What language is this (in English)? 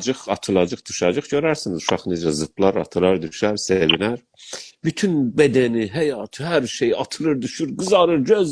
South Azerbaijani